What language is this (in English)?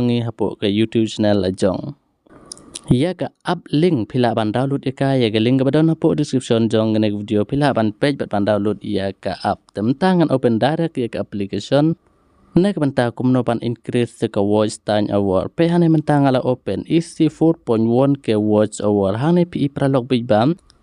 Khasi